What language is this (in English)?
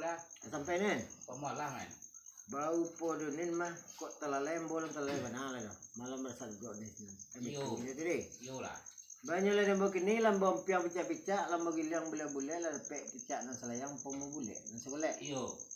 Minangkabau